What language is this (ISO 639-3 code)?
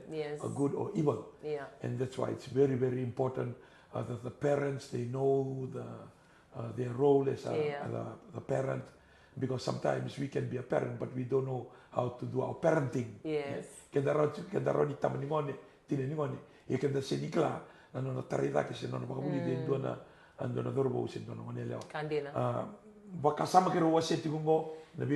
fij